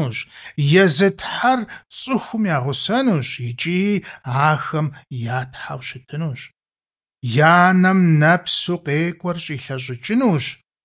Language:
Kabardian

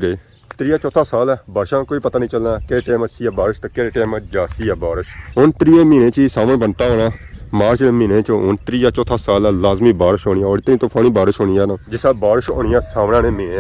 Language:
Pahari-Potwari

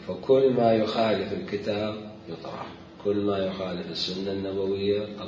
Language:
Mesopotamian Arabic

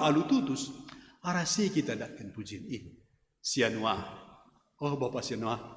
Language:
Batak Karo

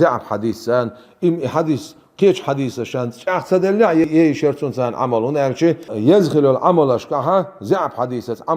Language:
Chechen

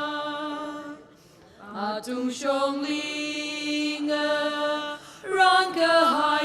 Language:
Tangkhul Naga (India)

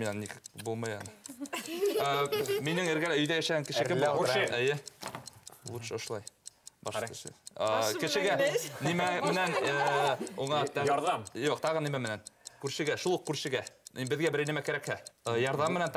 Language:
Bashkir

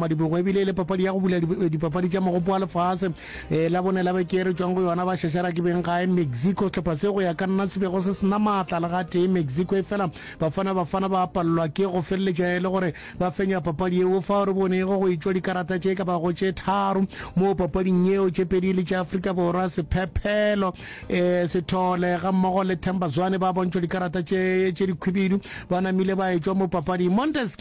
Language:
Northern Sotho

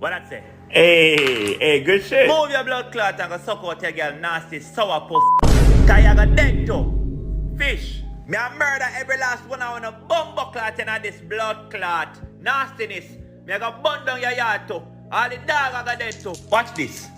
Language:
Jamaican Creole English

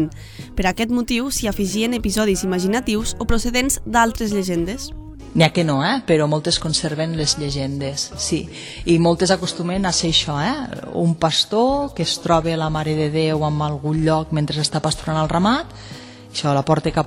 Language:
Catalan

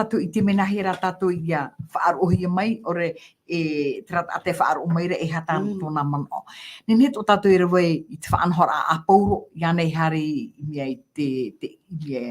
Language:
Tahitian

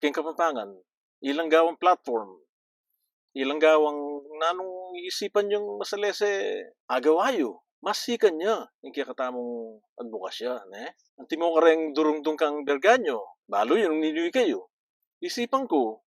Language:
Pampanga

